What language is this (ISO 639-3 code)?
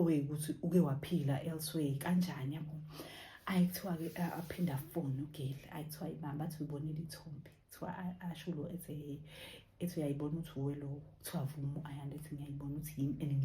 zul